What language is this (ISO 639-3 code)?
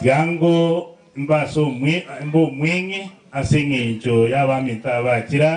guz